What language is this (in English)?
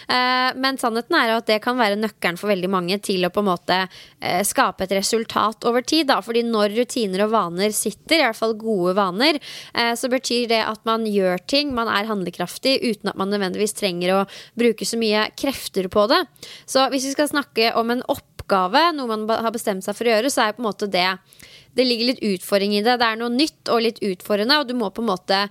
Norwegian